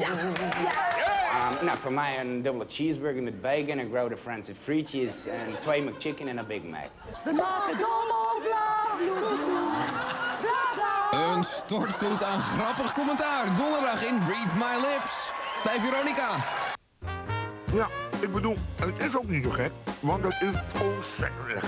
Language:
Dutch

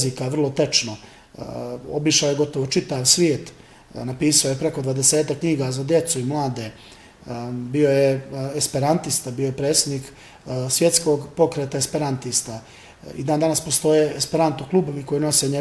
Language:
Bosnian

